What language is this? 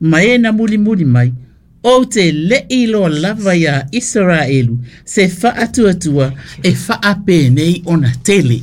Samoan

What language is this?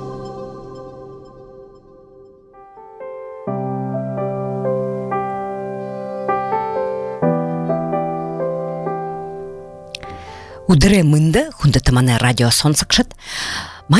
Buriat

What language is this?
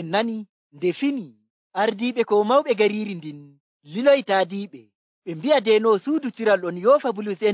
Nigerian Fulfulde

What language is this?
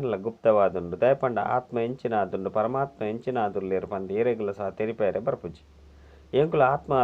Tulu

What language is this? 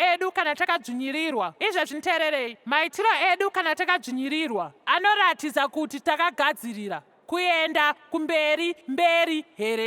Shona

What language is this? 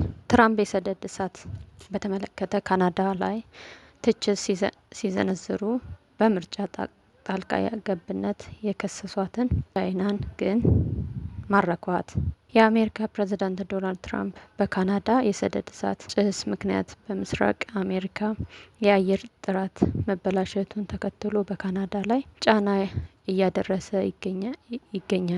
Amharic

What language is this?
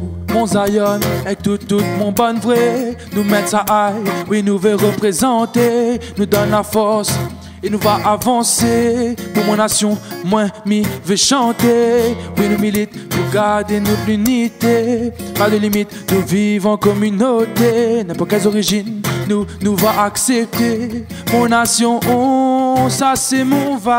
Réunion Creole French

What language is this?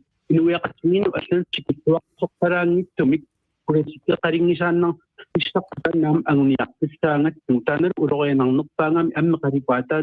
Kalaallisut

